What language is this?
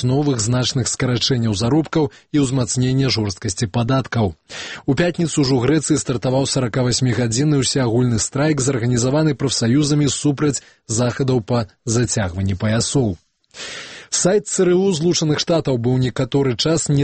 Belarusian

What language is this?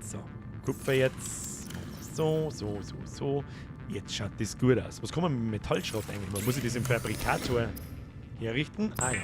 Bavarian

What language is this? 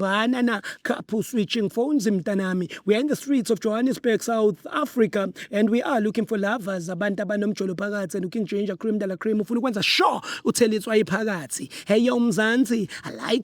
Zulu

